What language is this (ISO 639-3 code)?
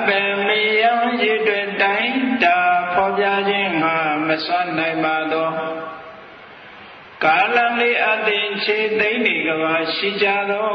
mya